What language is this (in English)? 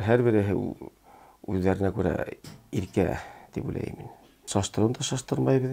Bashkir